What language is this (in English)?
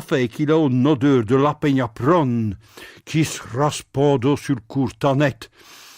Picard